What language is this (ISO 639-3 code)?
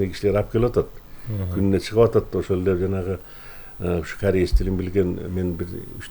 kir